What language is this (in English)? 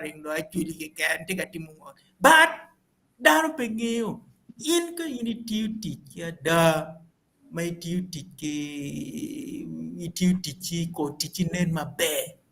Acoli